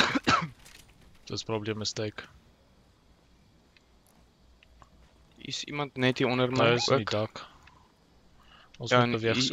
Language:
Afrikaans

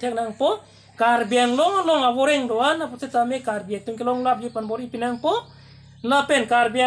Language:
Karbi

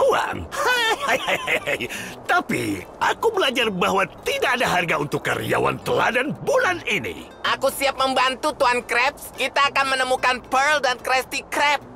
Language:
Indonesian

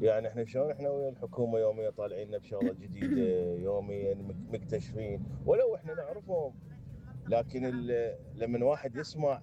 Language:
Mesopotamian Arabic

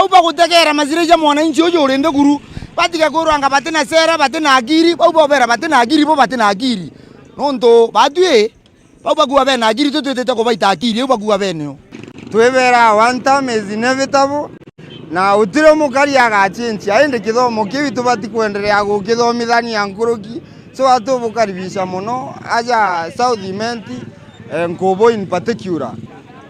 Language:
Meru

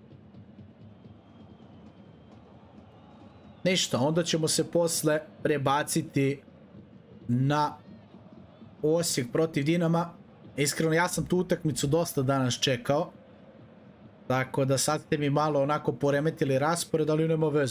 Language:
Serbian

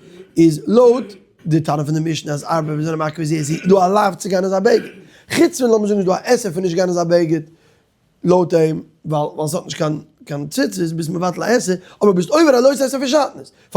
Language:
Yiddish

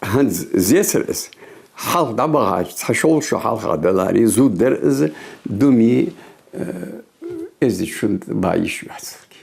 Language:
Ingush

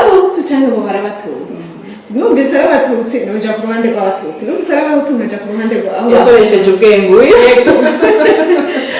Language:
Rundi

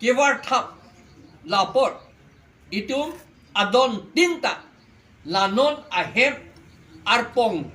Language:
Karbi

